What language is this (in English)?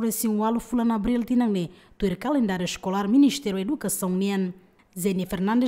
Tetum